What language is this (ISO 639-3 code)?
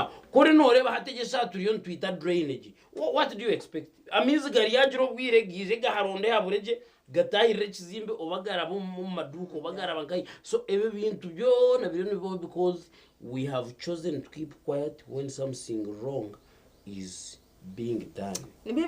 nyn